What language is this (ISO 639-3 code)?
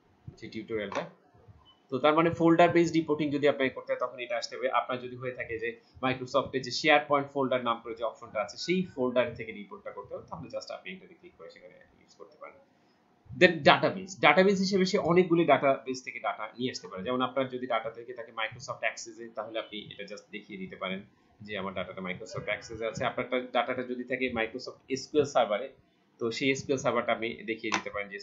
ben